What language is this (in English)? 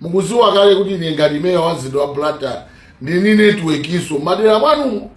Nyanja